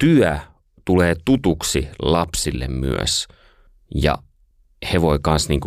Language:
Finnish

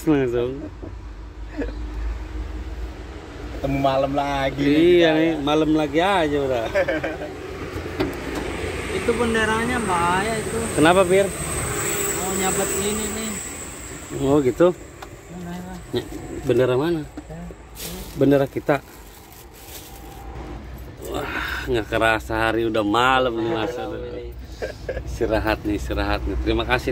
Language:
Indonesian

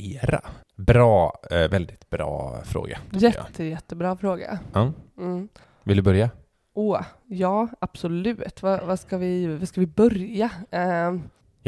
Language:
Swedish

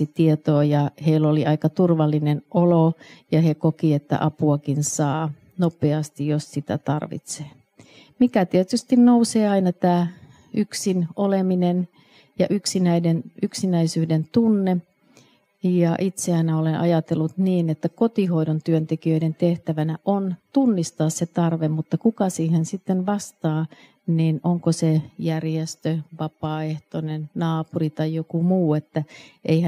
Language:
Finnish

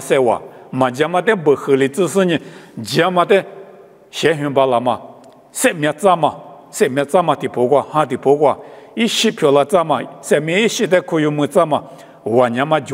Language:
Lisu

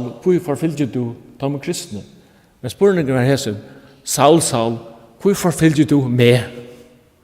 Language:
Faroese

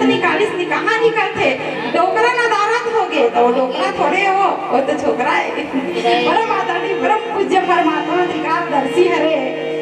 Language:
Chhattisgarhi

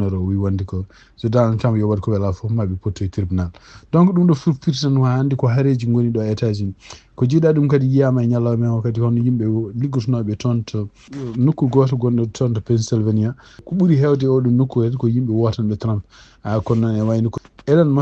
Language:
Fula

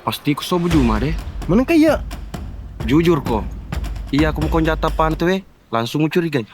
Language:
Buginese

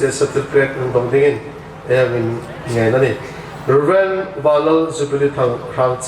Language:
Hmar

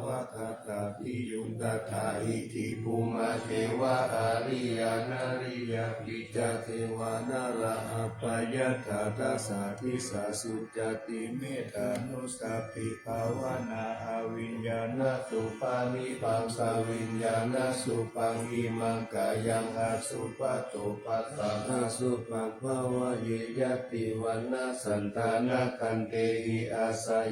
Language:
Pali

